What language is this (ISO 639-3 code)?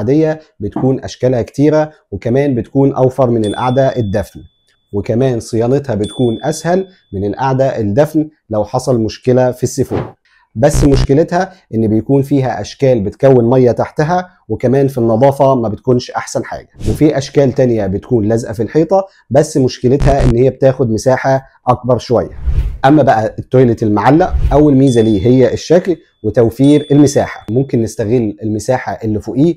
arz